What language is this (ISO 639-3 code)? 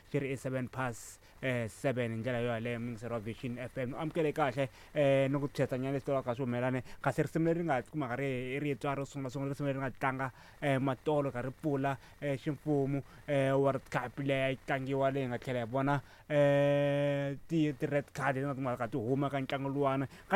tso